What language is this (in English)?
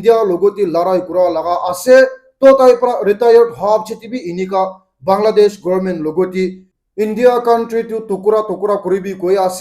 Naga Pidgin